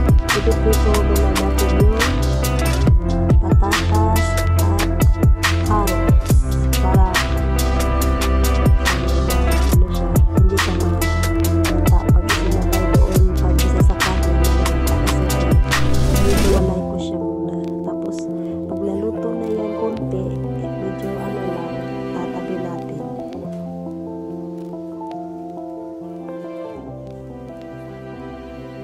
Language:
Filipino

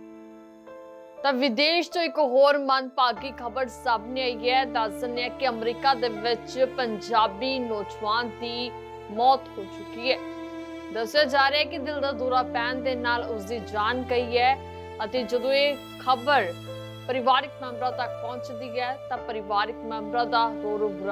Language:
Punjabi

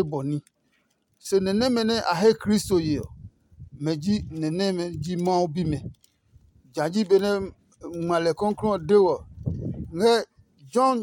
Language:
Adangme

